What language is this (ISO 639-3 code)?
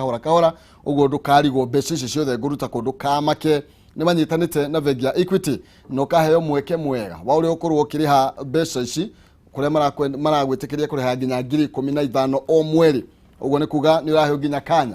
kik